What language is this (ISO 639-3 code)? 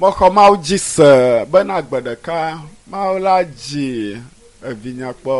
ewe